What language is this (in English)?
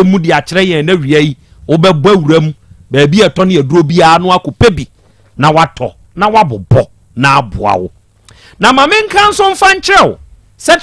Akan